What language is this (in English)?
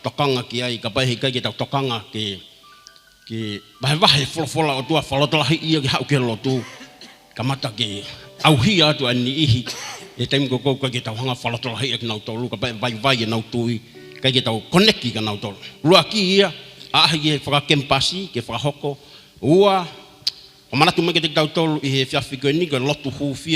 Tongan